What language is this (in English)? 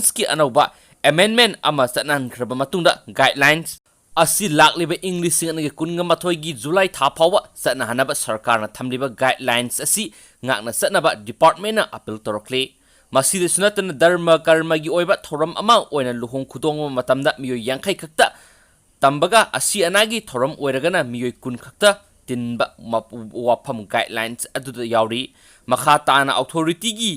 Manipuri